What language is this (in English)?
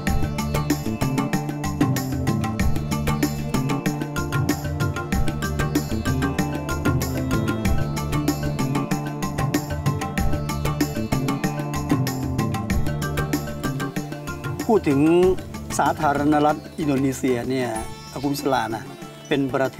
Thai